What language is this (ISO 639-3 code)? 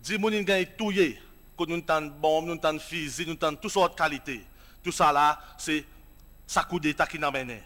crs